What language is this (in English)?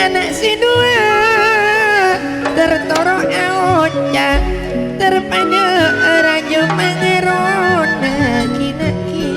Madurese